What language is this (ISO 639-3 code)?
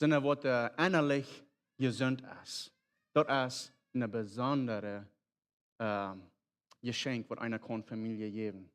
pdt